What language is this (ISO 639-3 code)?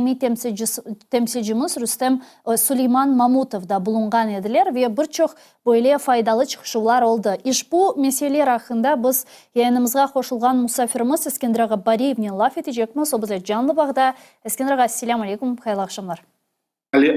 crh